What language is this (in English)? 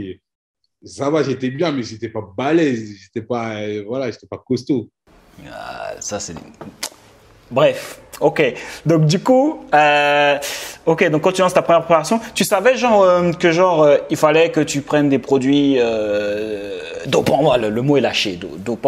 French